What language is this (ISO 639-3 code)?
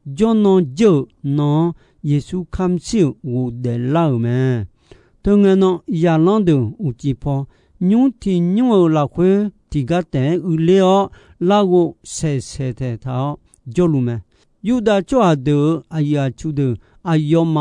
ahk